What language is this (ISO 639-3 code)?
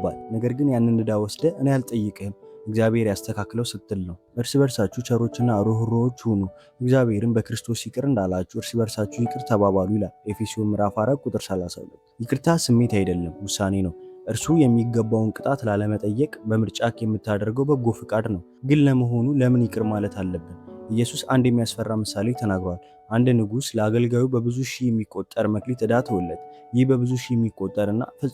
amh